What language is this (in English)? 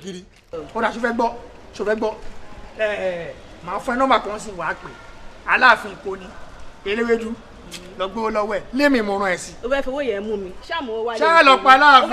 Yoruba